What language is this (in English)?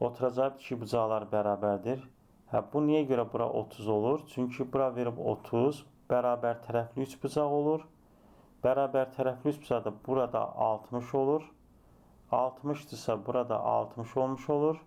Azerbaijani